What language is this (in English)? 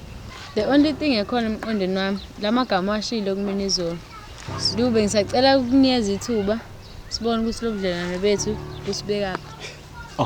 Zulu